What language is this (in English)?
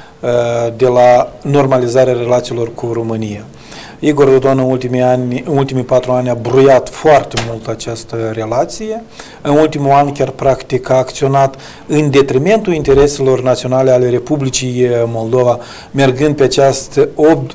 Romanian